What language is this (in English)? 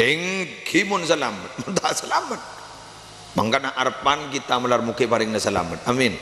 Madurese